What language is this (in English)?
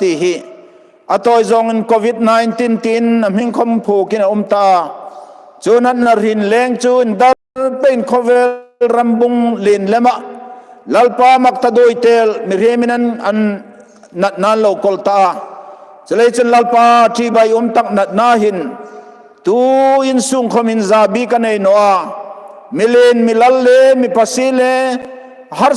Hmar